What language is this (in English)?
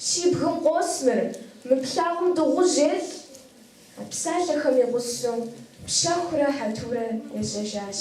Kabardian